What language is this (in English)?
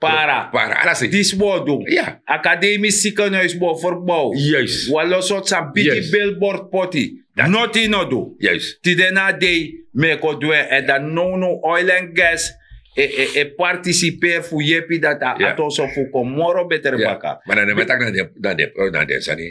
Sranan Tongo